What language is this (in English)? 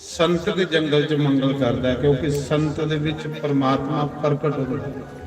Dogri